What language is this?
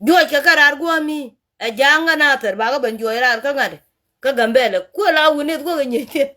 Nuer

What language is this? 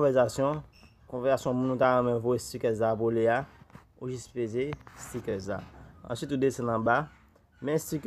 Haitian Creole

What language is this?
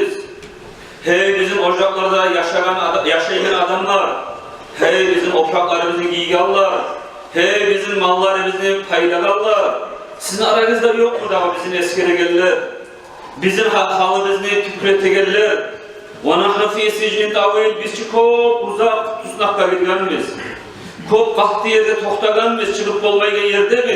Kumyk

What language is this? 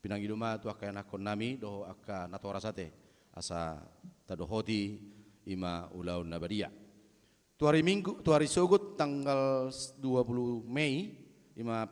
Batak Toba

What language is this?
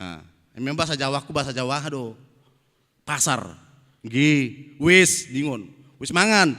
Batak Toba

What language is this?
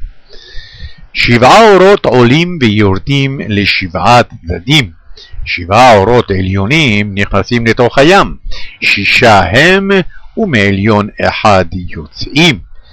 Hebrew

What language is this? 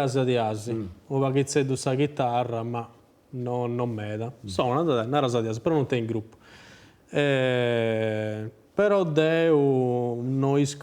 Sardinian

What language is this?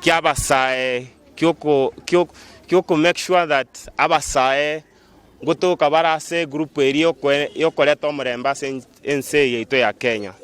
Gusii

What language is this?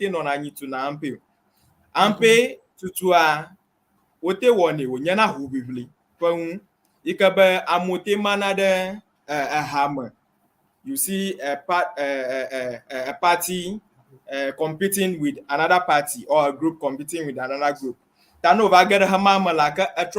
Ewe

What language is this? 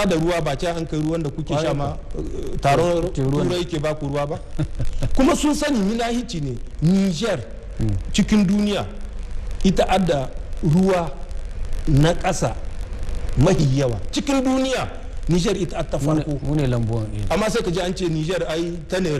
Hausa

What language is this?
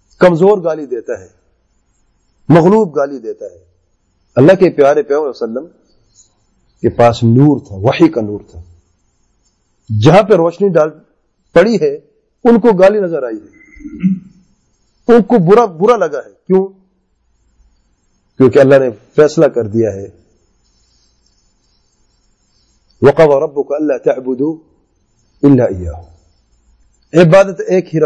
Urdu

